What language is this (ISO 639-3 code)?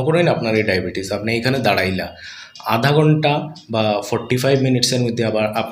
syl